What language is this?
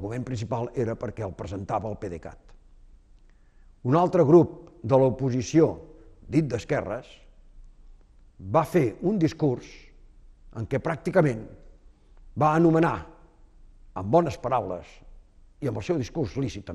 Catalan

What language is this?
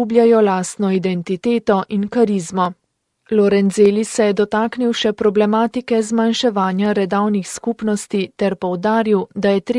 Slovenian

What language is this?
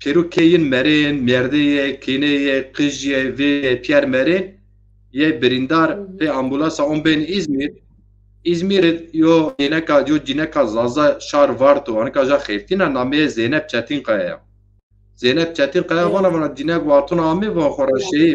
Zaza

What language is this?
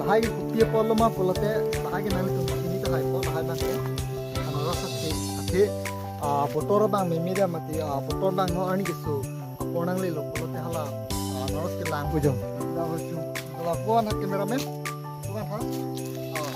Karbi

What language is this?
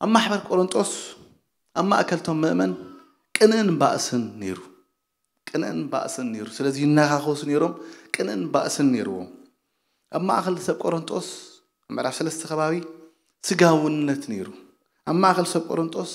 Tigrinya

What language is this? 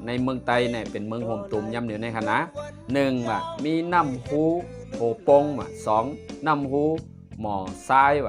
Shan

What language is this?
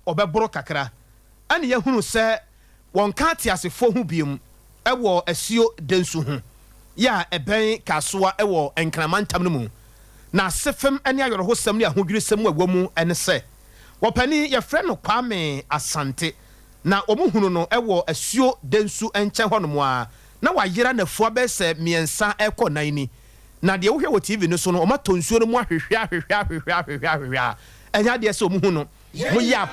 Akan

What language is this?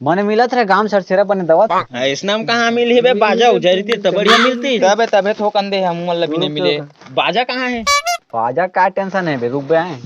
Chhattisgarhi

